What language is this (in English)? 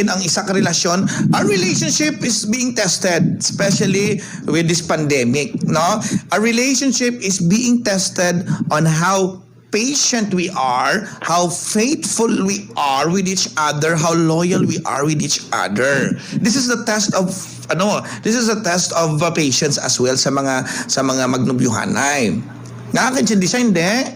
Hiligaynon